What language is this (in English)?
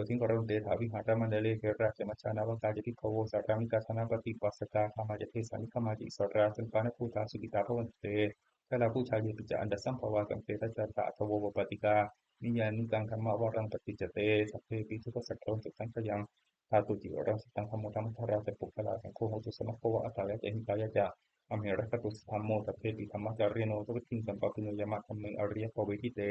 Pali